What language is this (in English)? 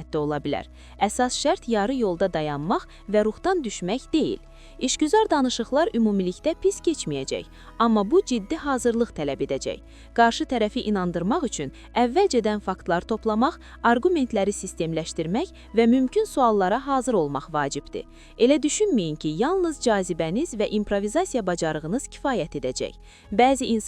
Azerbaijani